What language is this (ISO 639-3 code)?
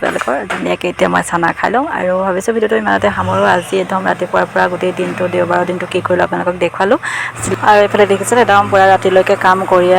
asm